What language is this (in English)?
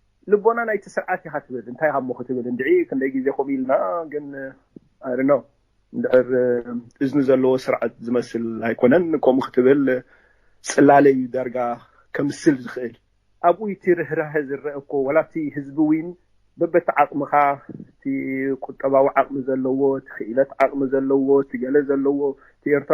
Tigrinya